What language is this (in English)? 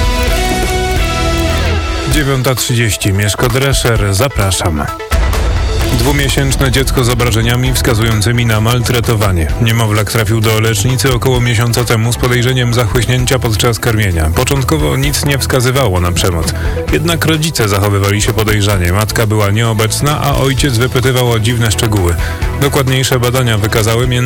Polish